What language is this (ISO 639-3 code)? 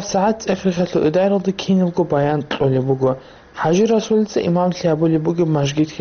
ava